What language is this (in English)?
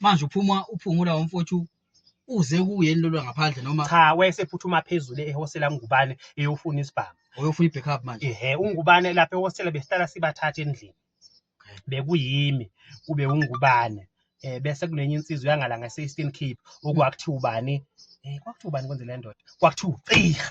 Zulu